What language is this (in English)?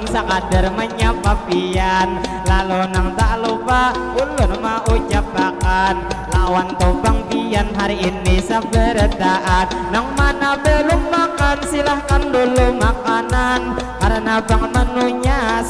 Banjar